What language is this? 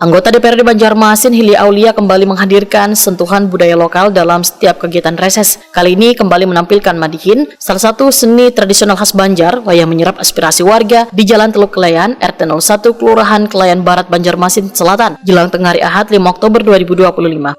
Banjar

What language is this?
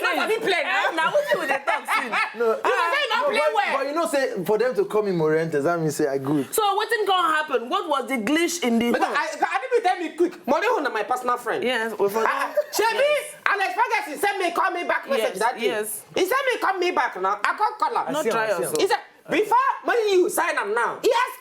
Nigerian Pidgin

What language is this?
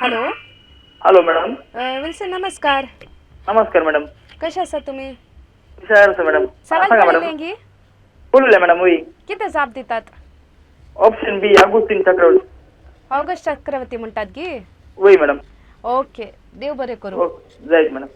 Konkani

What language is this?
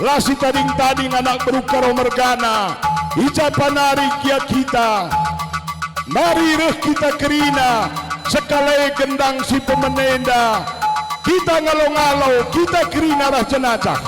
Batak Karo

